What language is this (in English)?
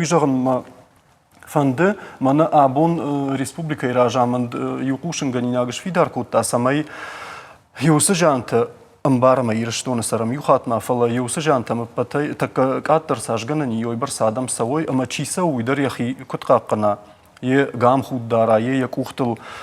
Ossetic